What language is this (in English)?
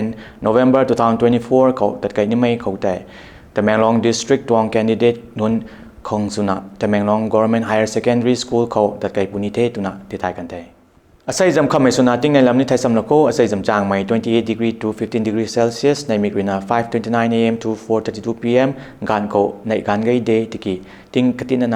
Rongmei Naga